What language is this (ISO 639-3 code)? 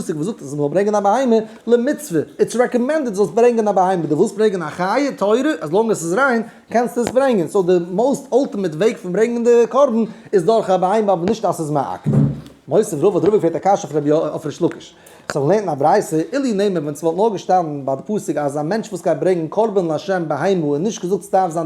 yid